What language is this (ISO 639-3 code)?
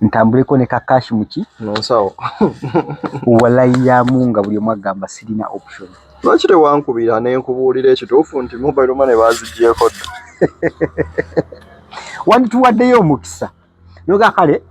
lug